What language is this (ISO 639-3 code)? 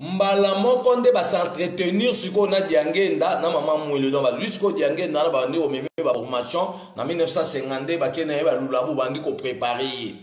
lin